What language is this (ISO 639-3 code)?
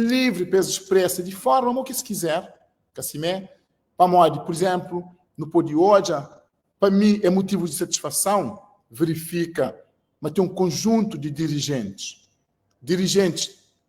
kea